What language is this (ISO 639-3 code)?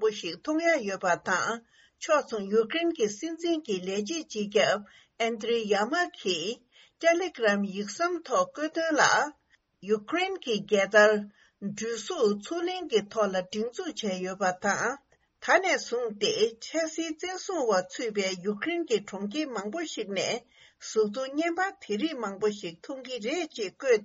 bod